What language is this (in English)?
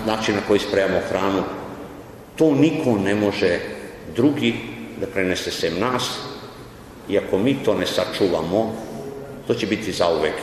Serbian